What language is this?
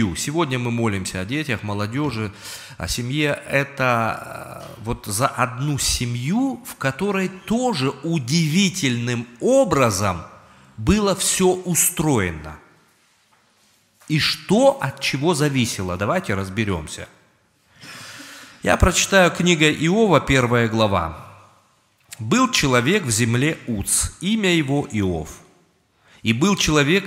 Russian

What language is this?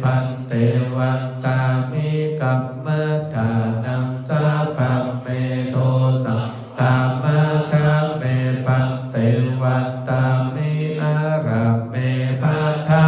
Pali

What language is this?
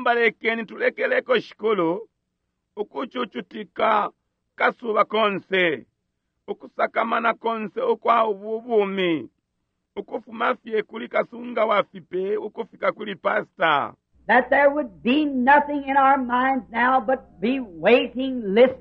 Bemba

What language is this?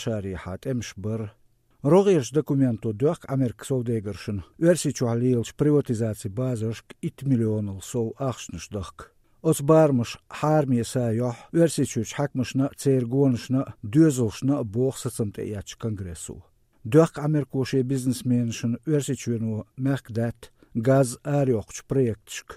Chechen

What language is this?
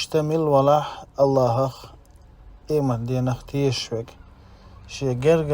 Chechen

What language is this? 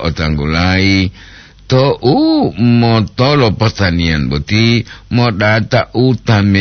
Gorontalo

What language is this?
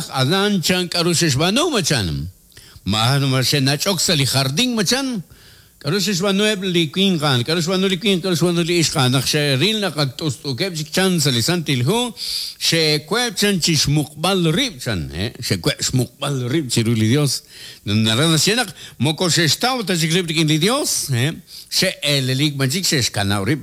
Kekchí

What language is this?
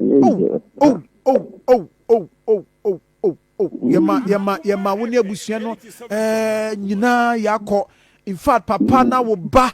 Akan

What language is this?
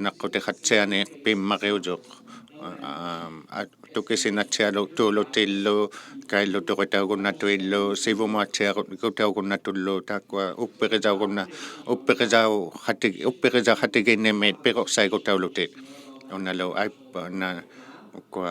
Inuktitut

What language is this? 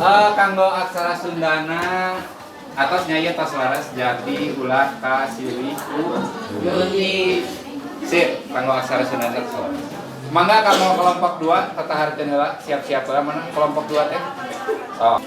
Sundanese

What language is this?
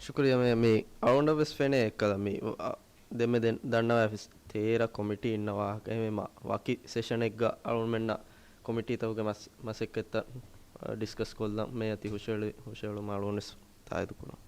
Divehi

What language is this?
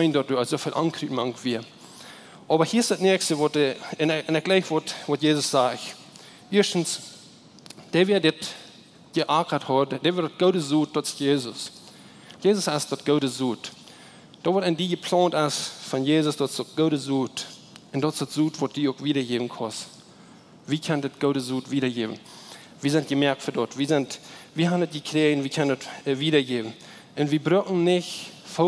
Plautdietsch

